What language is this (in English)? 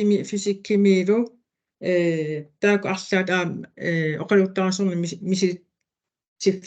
Kalaallisut